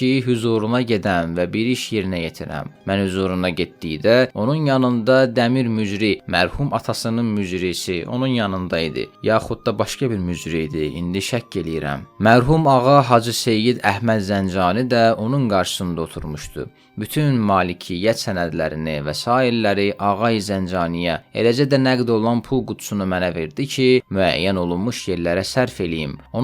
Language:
Azerbaijani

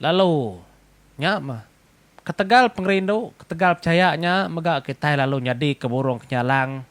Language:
Iban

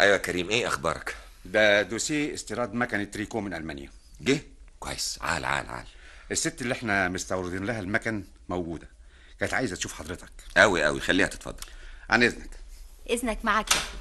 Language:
Egyptian Arabic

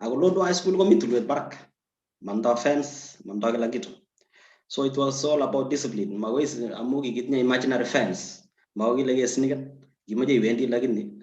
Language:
Kalenjin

